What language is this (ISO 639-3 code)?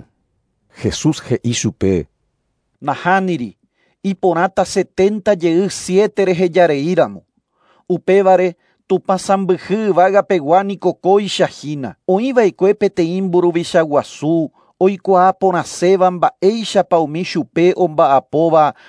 grn